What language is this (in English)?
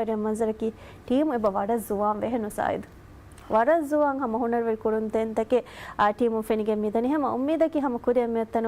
Divehi